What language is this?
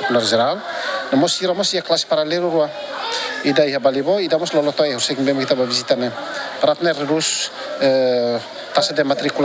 Tetum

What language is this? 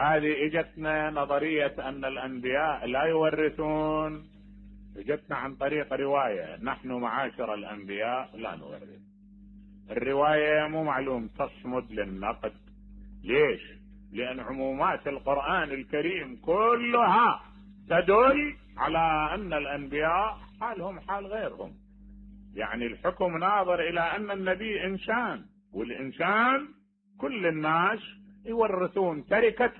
Mesopotamian Arabic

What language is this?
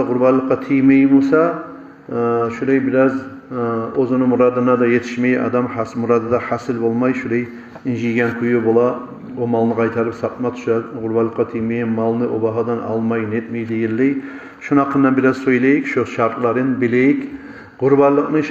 Kumyk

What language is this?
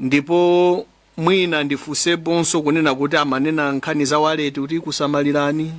Nyanja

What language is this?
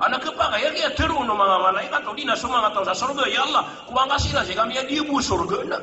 Maranao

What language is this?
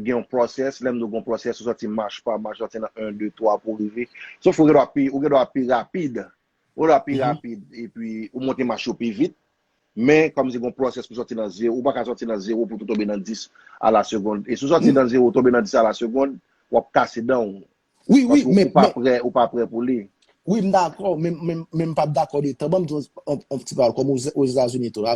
Haitian Creole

